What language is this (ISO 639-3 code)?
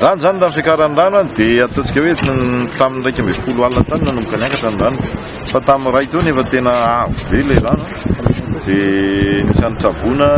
mlg